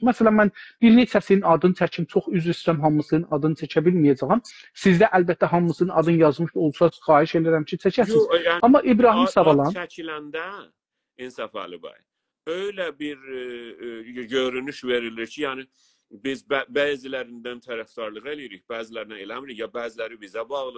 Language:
South Azerbaijani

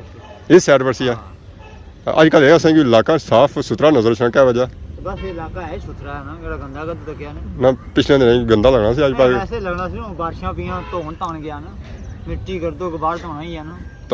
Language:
Pahari-Potwari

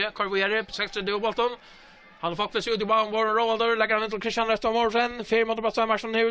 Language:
Faroese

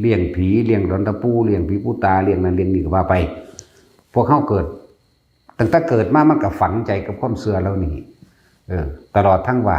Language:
Northeastern Thai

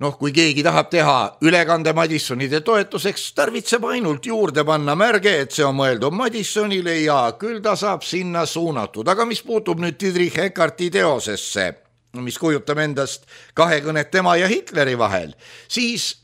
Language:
Estonian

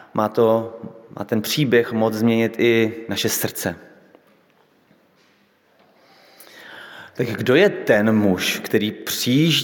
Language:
Czech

